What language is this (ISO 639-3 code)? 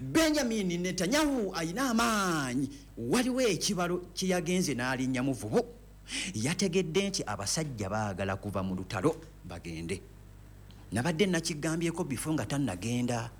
lug